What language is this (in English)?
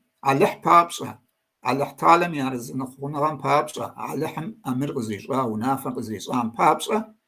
Kabardian